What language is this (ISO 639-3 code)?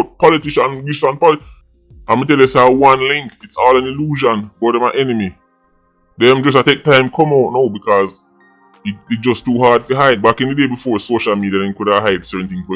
jam